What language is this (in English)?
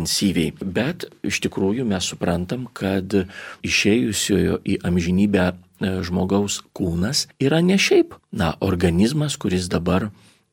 Lithuanian